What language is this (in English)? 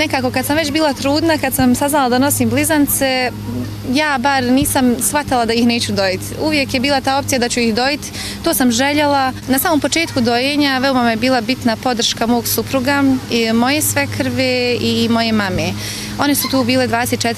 Bosnian